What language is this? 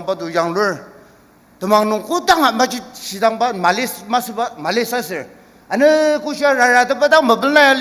Ao Naga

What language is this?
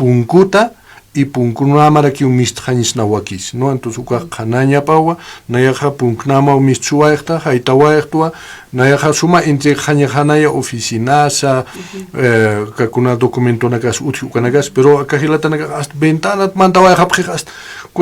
Aymara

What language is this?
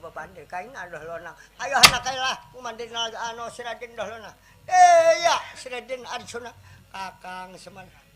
Banjar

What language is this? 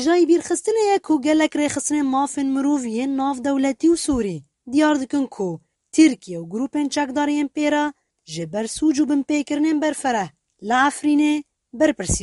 Kurdish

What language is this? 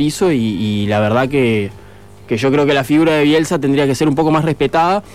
Spanish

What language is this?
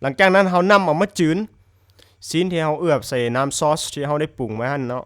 Lao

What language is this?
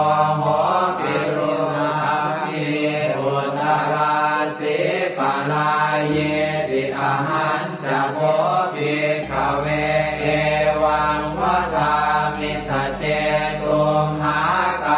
Pali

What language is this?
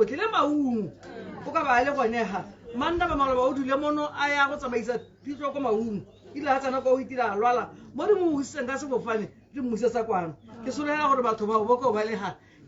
Tswana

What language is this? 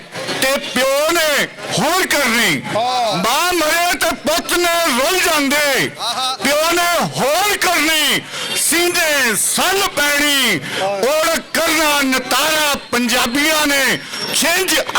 Western Panjabi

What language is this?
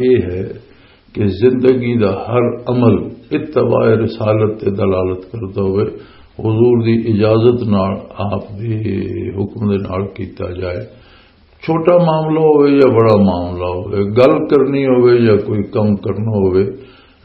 Western Panjabi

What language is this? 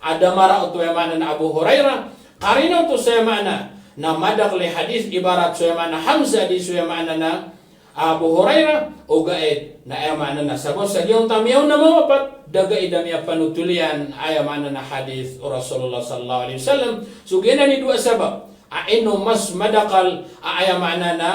Maranao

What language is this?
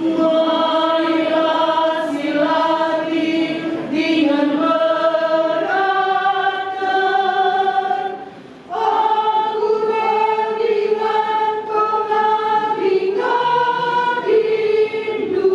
Batak Karo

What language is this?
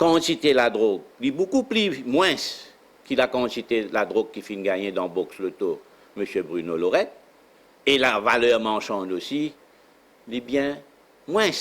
Morisyen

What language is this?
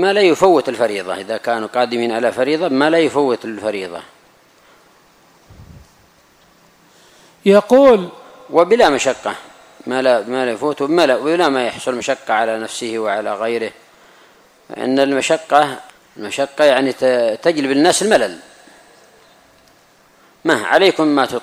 Arabic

